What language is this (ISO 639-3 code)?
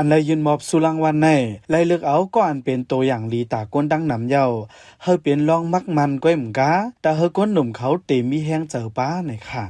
shn